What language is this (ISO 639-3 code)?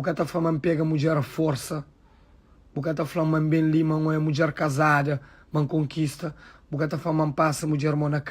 kea